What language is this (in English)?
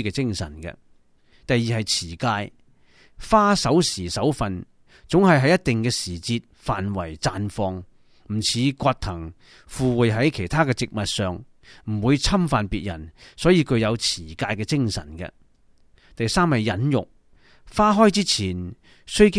Cantonese